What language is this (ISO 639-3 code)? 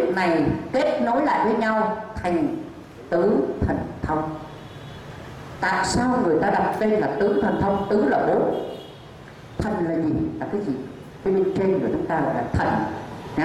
vie